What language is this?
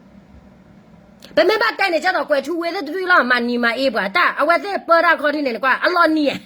S'gaw Karen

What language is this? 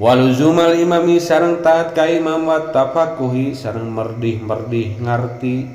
Sundanese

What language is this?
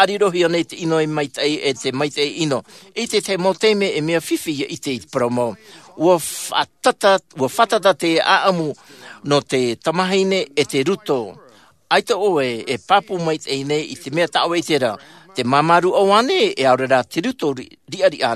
Tahitian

